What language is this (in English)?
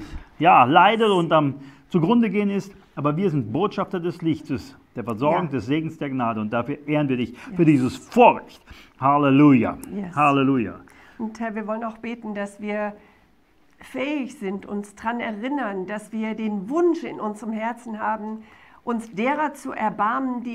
German